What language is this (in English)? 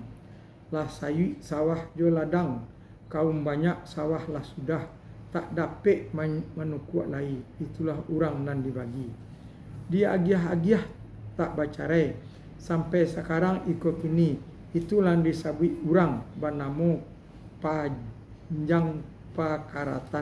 Minangkabau